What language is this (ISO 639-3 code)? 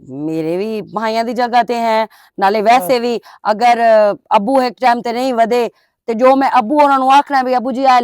lah